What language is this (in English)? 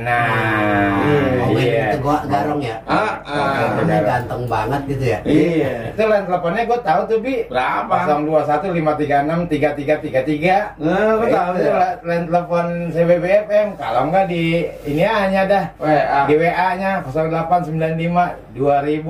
Betawi